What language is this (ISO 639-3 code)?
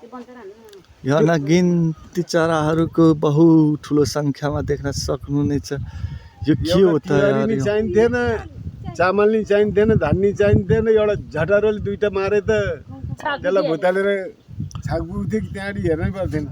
nep